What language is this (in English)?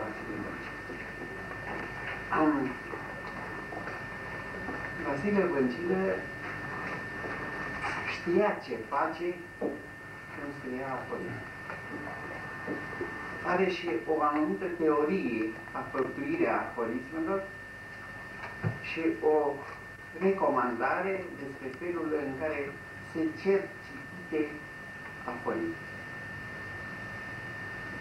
Romanian